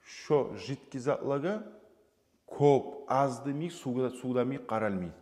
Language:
Kumyk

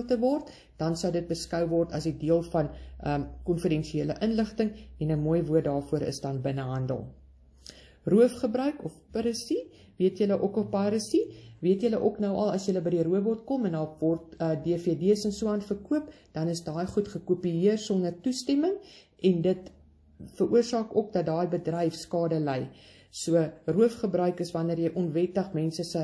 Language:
Afrikaans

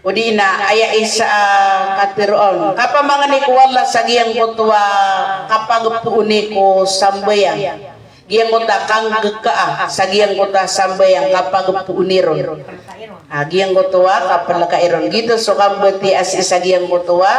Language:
Maranao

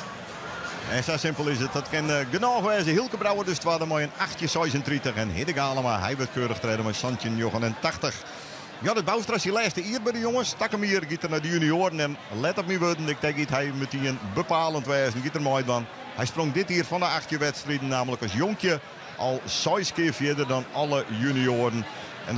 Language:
Western Frisian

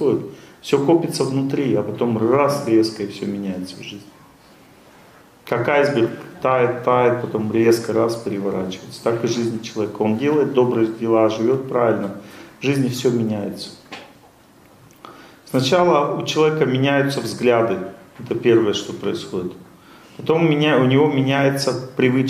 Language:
Russian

